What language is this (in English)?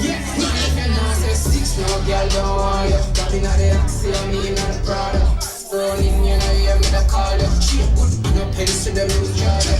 Jamaican Creole English